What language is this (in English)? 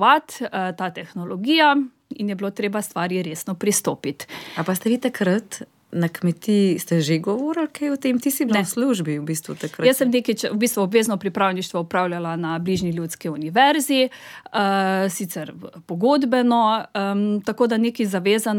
Slovenian